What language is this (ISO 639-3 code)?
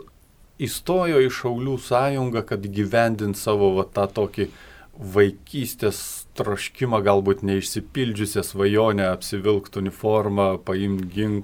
lit